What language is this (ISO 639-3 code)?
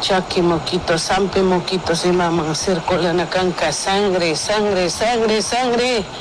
qug